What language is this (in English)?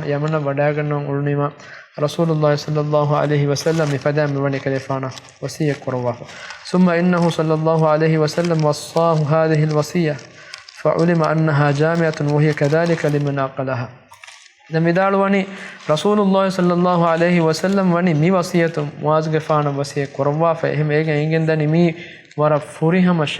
Divehi